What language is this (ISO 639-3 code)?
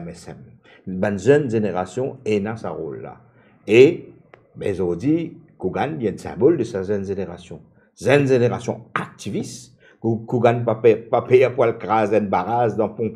mfe